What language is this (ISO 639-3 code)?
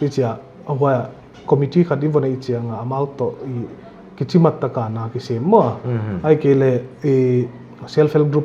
pck